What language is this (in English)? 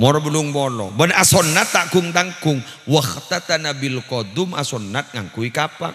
Madurese